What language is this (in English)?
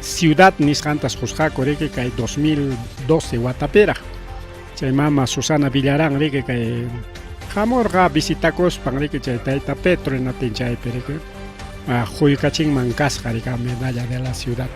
Ayacucho Quechua